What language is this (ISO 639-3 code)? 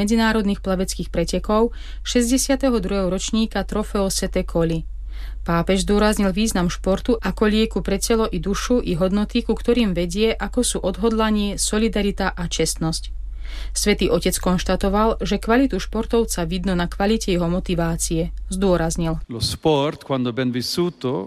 slk